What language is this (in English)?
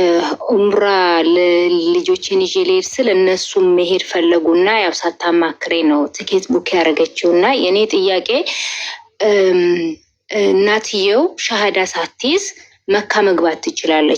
Amharic